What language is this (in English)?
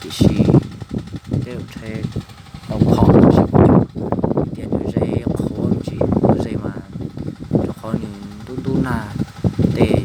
Hmong